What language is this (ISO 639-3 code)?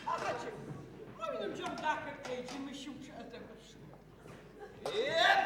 ady